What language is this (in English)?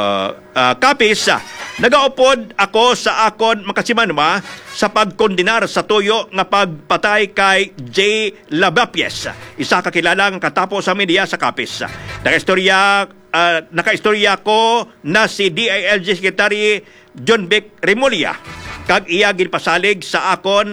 Hiligaynon